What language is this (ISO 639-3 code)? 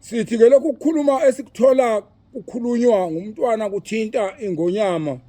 zul